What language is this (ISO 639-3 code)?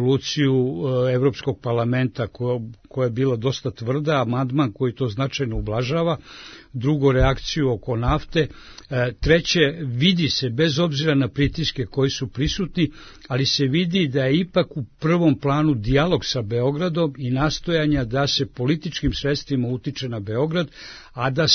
srp